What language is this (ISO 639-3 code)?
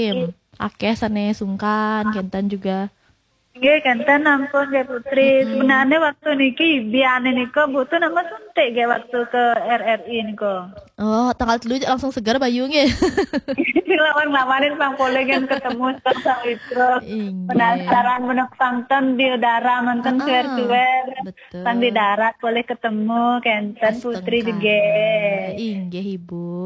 ban